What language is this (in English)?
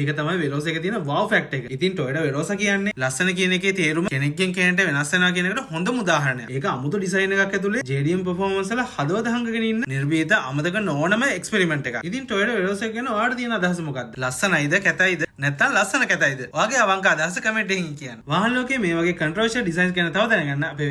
Sinhala